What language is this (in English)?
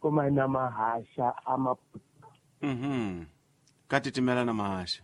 Tsonga